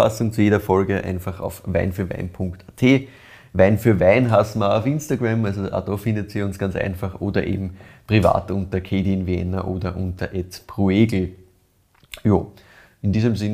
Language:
German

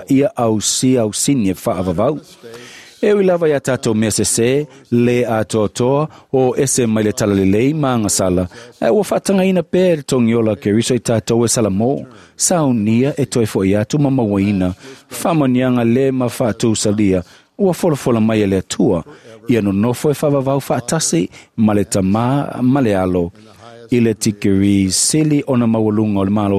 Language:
Samoan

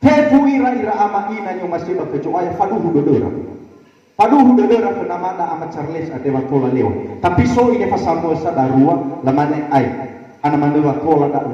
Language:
Nias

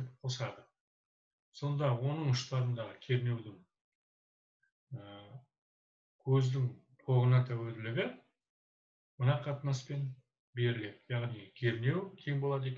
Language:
Kazakh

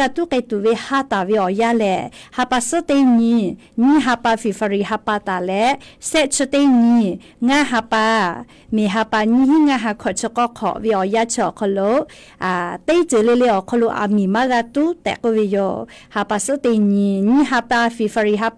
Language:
Lahu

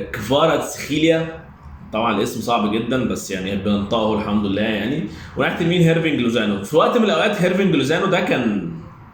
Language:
Egyptian Arabic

